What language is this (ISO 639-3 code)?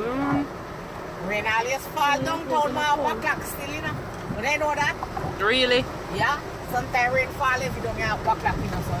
jam